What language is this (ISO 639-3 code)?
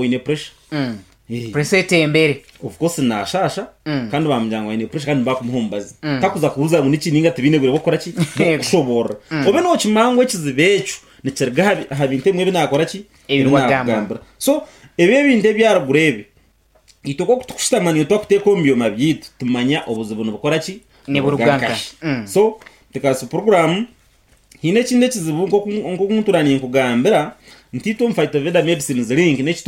nyn